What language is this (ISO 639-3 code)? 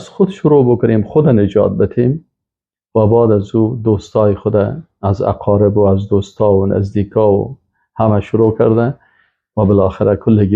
fas